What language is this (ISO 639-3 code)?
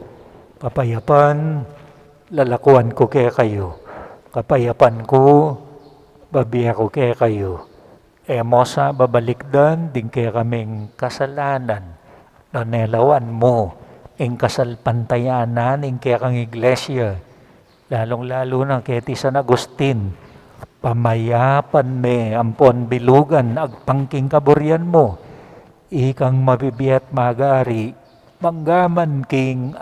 pam